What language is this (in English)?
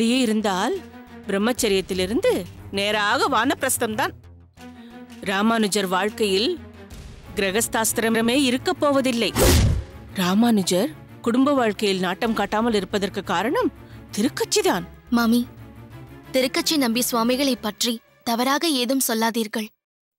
Tamil